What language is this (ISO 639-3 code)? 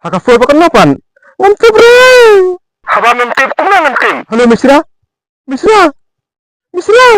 kha